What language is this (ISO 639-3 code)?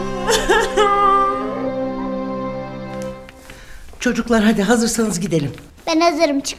tur